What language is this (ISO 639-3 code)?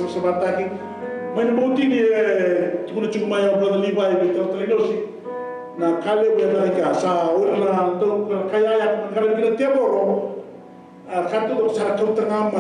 fij